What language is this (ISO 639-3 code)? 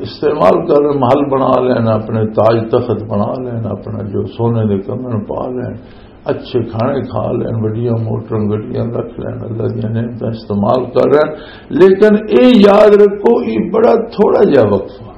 lah